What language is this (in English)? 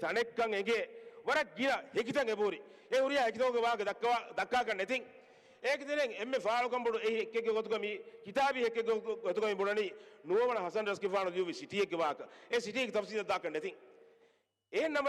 Divehi